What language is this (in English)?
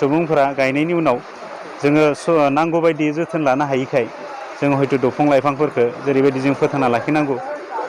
Bodo